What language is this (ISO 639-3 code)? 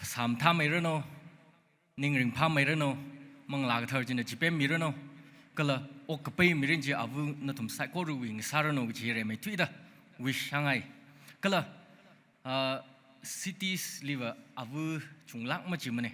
nmf